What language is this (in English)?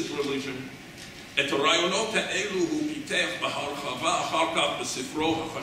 Hebrew